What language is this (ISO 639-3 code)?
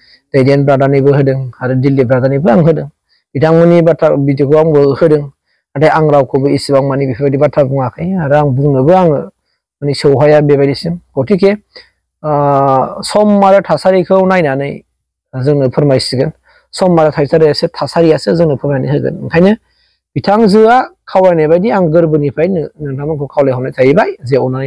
brx